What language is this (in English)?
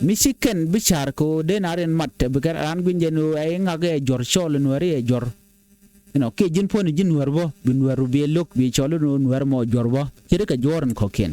Nuer